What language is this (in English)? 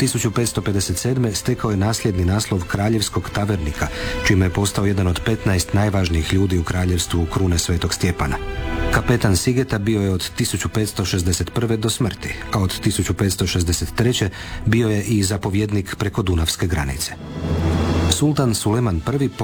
Croatian